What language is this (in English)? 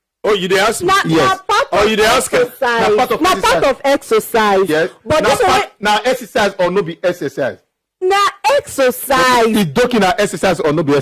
Nigerian Pidgin